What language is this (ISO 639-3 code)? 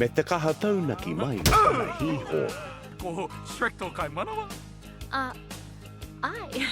mri